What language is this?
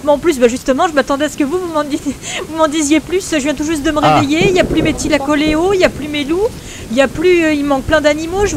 French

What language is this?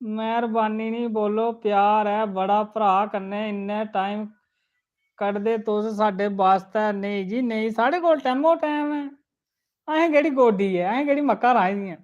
Dogri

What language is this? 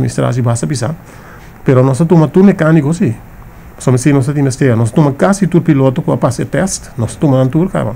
Papiamento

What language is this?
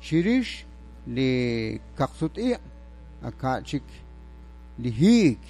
Kekchí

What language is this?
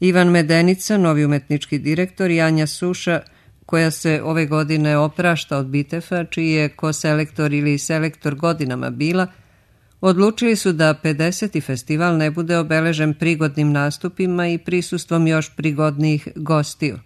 Serbian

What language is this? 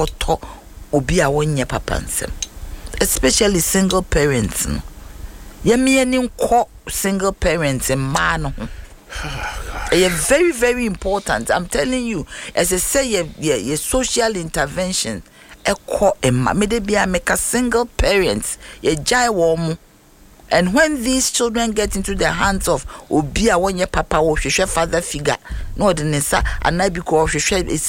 Akan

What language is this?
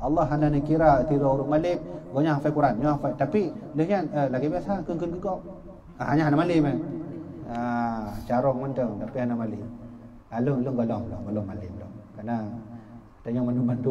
Achinese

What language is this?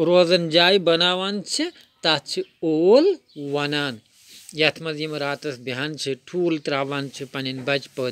Kashmiri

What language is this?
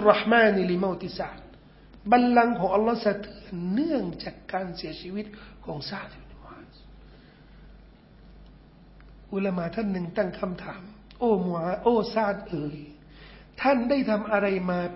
Thai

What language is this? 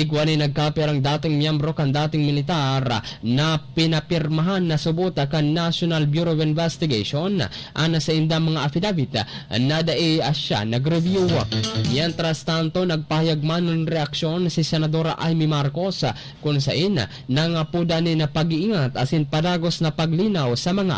Bikol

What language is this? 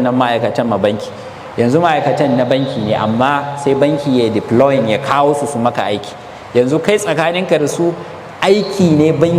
Hausa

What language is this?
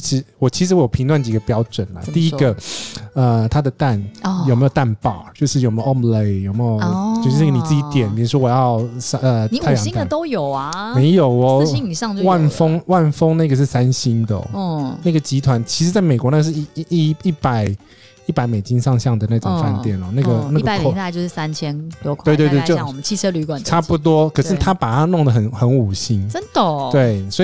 Chinese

